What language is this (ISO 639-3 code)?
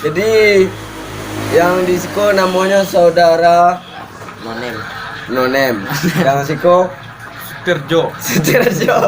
min